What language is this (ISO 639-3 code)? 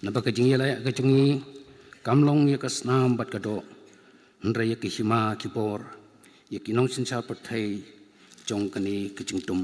kha